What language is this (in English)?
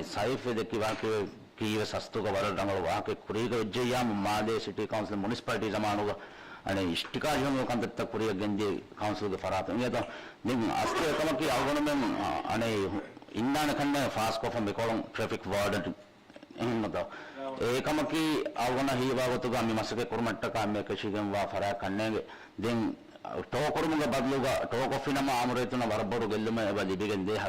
Divehi